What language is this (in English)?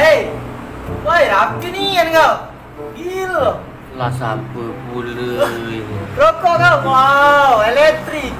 Musi